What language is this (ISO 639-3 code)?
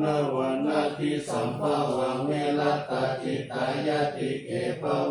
pli